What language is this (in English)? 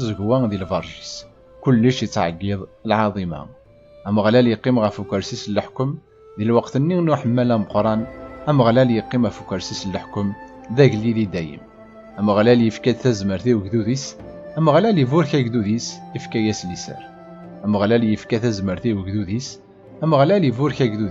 Kabyle